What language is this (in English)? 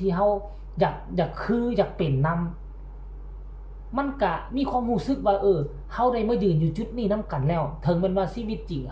Northeastern Thai